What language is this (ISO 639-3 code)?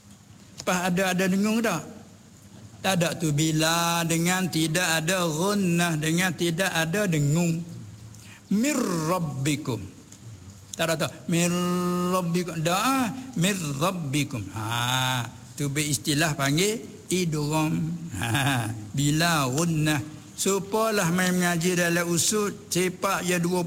msa